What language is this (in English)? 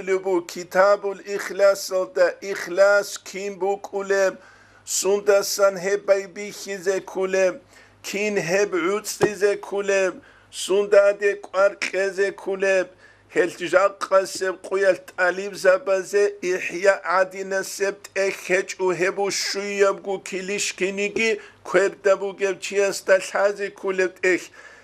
Avaric